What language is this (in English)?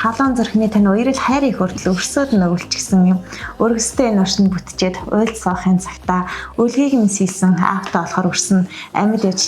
Mongolian